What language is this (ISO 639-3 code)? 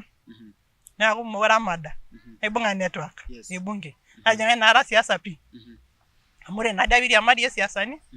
mas